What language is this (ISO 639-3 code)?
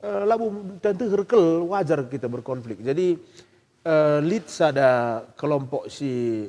btx